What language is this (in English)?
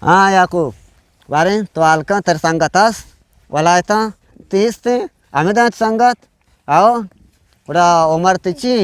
Eastern Balochi